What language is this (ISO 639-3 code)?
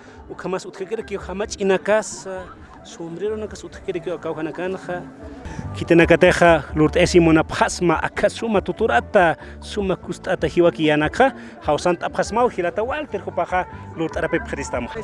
aym